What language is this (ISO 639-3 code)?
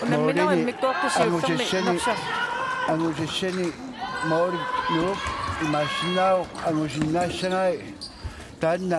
kal